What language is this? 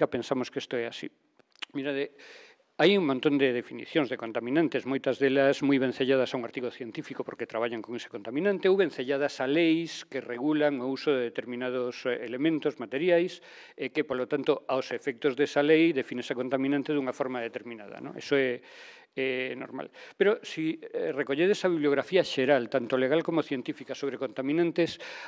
Galician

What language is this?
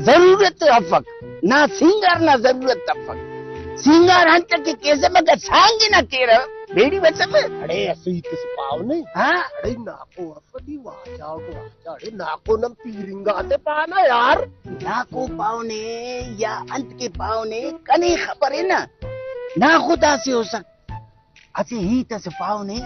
Brahui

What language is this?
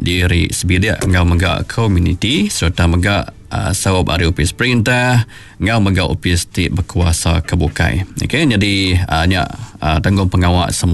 Iban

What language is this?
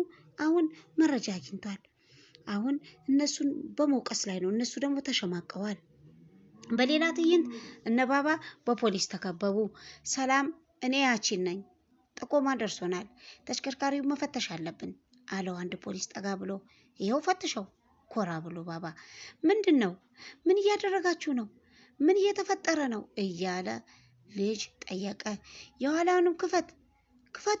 Amharic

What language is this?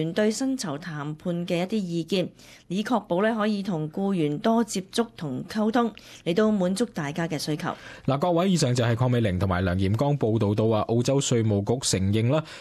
Cantonese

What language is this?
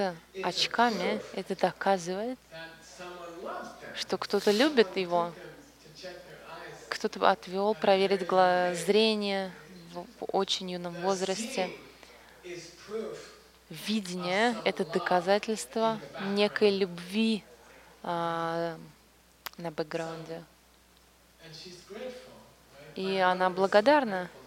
Russian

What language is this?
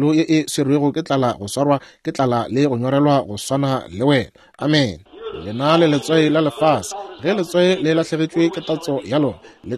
Northern Sotho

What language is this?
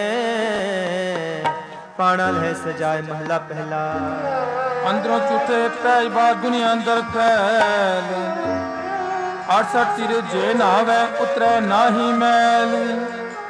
Punjabi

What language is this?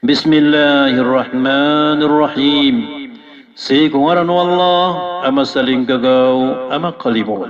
Maranao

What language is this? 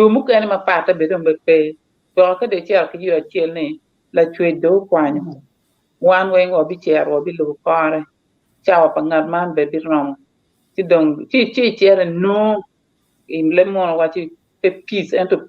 Acoli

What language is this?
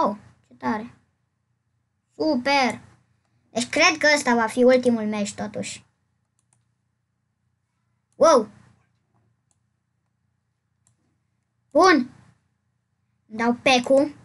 Romanian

